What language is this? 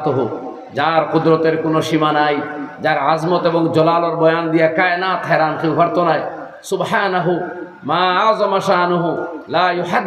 Sylheti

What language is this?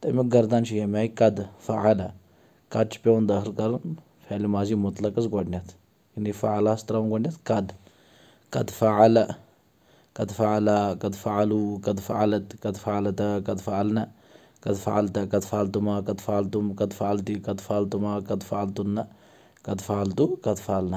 Kashmiri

